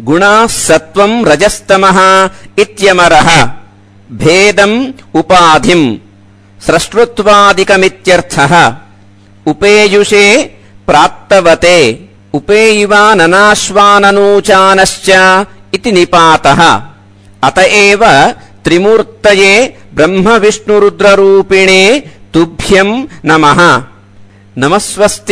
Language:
Sanskrit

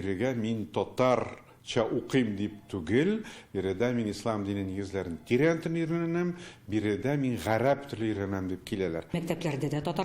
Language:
Tatar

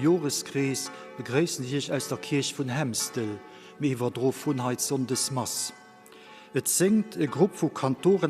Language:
Luxembourgish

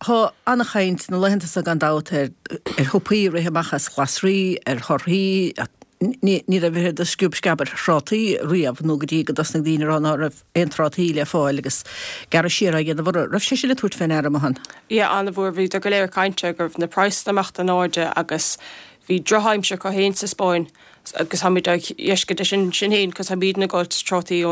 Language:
Irish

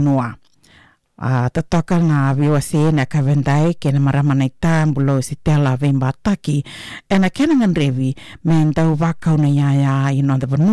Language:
Fijian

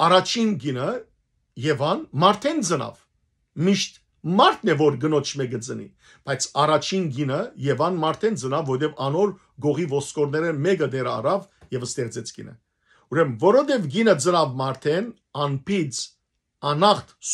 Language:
Western Armenian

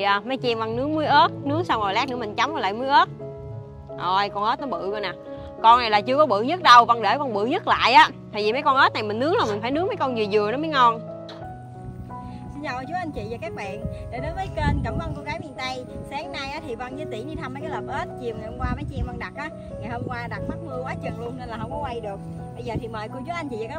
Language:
Vietnamese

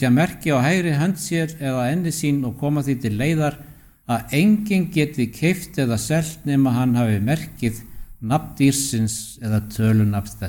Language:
Icelandic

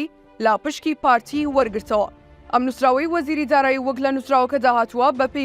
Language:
Central Kurdish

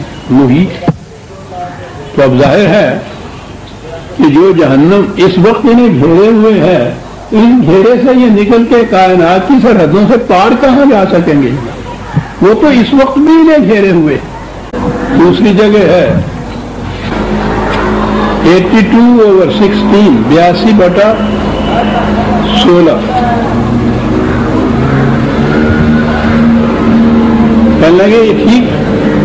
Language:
Urdu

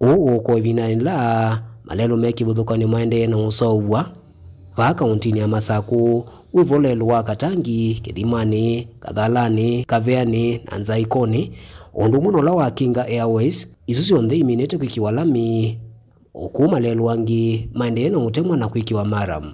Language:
Kamba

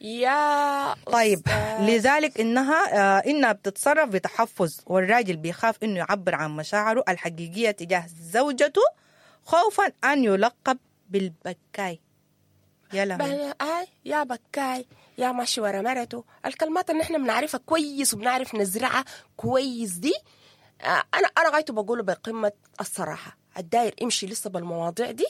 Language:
Sudanese Arabic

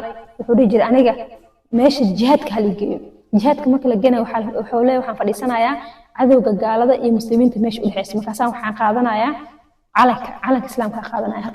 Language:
Somali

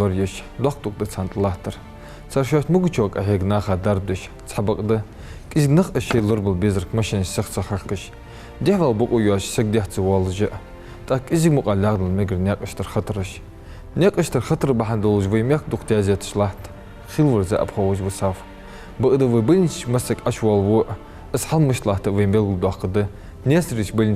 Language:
Ingush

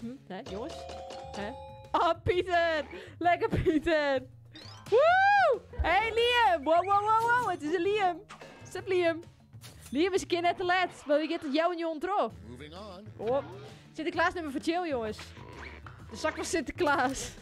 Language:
Western Frisian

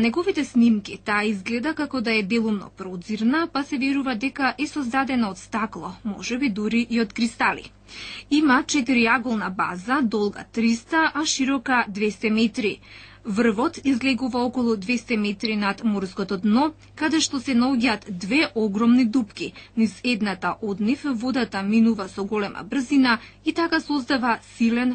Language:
Macedonian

